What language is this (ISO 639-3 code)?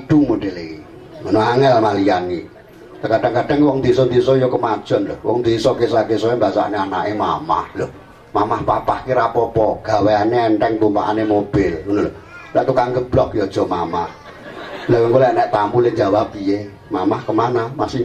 jav